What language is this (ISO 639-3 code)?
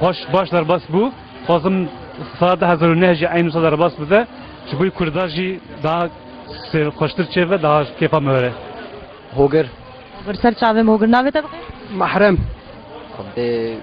kur